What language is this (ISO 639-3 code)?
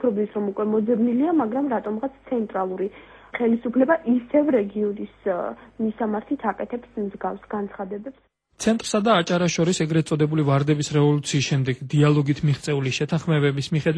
kat